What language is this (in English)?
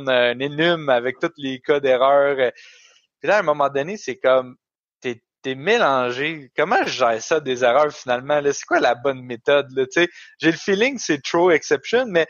French